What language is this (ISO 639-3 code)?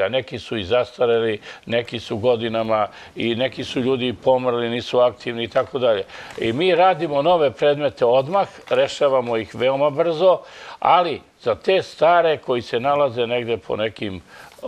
srp